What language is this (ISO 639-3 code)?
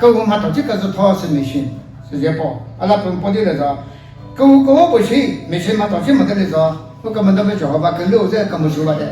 nri